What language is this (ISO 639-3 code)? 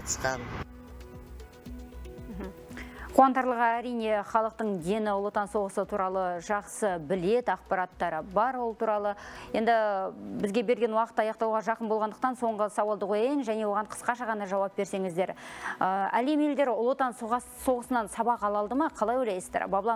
kaz